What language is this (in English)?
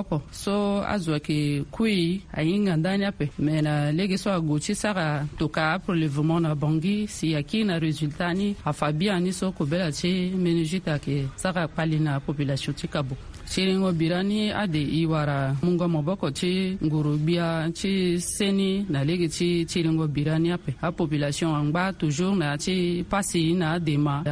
Sango